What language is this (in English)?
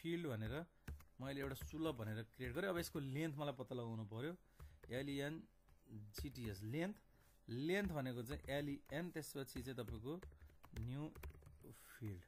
Nepali